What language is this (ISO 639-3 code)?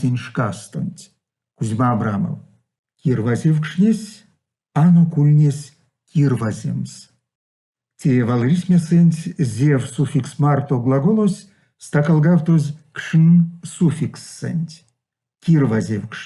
myv